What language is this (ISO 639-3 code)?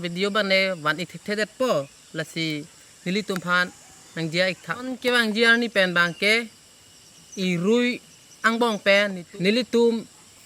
mjw